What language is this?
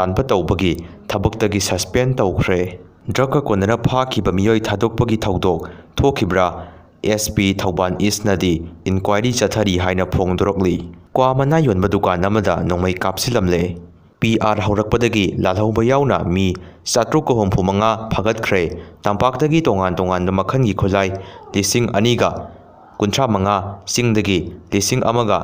Manipuri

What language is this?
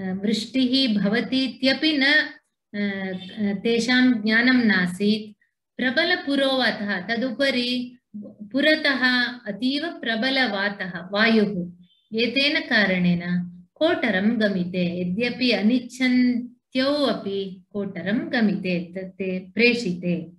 Sanskrit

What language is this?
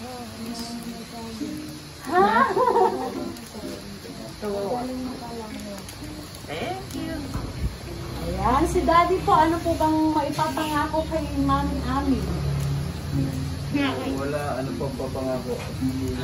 Filipino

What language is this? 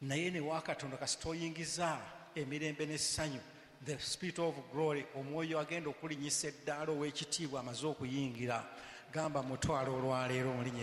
Ganda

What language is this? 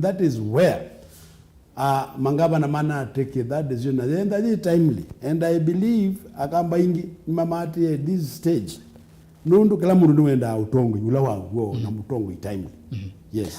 Kamba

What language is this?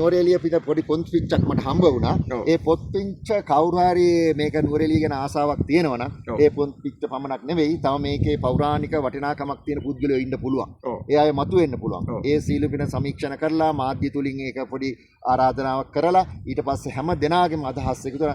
Sinhala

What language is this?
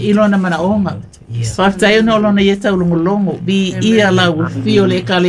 Samoan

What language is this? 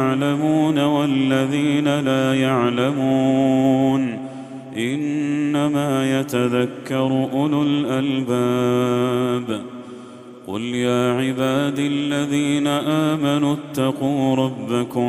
Arabic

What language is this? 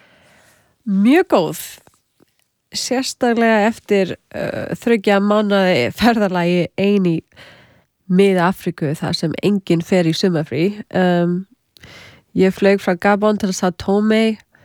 Icelandic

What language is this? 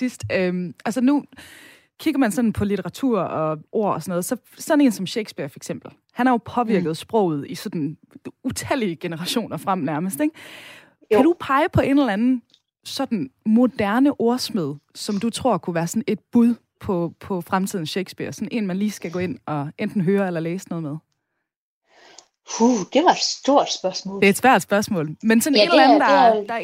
Danish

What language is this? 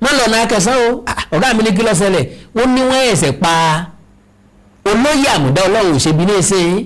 Yoruba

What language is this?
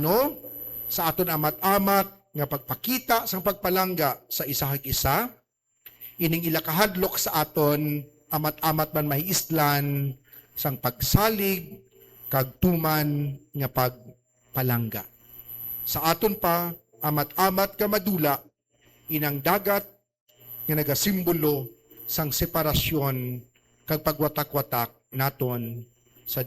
Hiligaynon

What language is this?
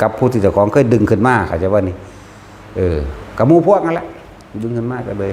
Northeastern Thai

